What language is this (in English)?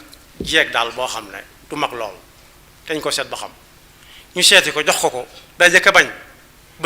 Wolof